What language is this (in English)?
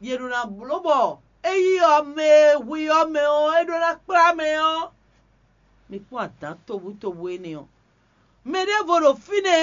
Fon